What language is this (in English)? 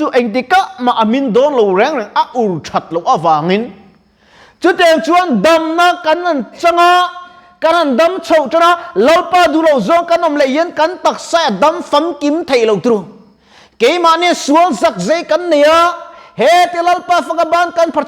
Mizo